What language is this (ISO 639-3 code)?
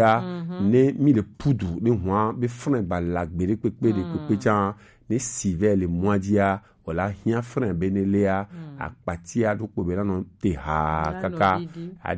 gej